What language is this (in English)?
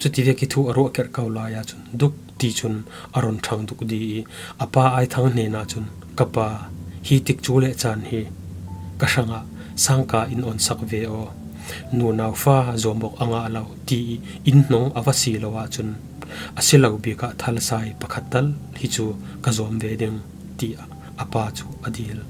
Falam Chin